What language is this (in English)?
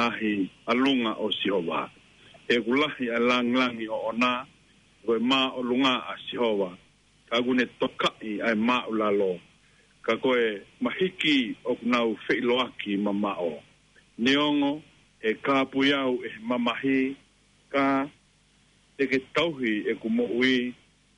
Tongan